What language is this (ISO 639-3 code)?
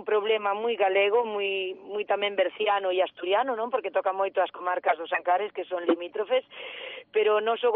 glg